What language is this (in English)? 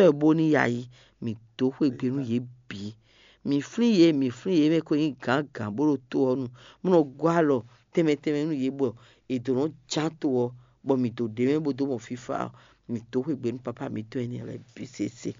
Fon